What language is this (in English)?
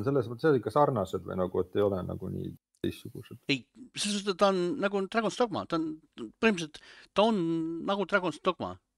Estonian